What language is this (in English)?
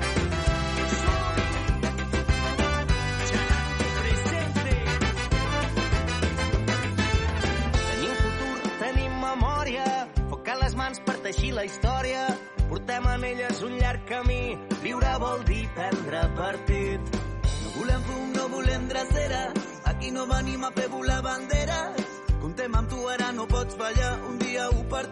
Catalan